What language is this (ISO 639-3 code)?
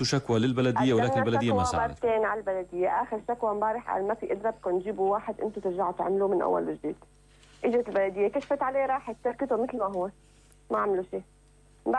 apc